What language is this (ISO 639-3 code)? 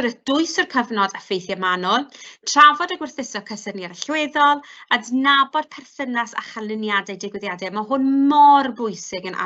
cym